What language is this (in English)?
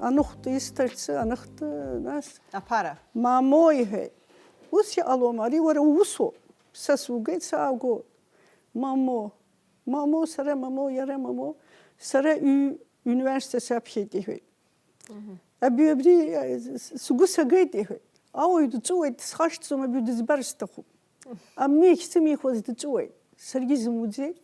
Abkhazian